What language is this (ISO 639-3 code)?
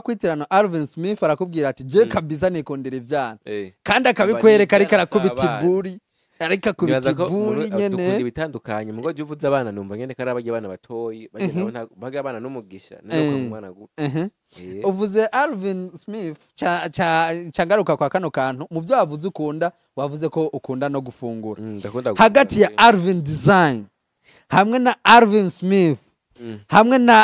run